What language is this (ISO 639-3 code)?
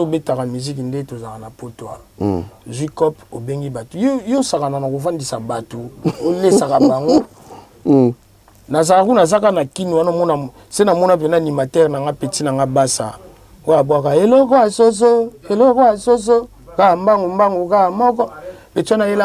lin